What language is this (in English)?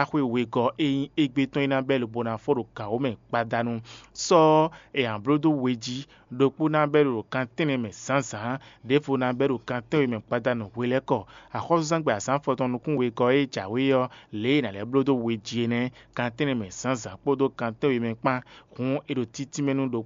Fon